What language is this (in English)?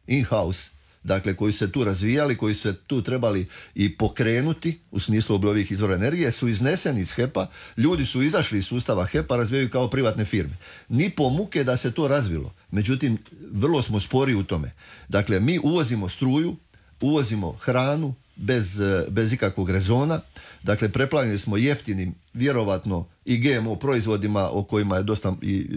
Croatian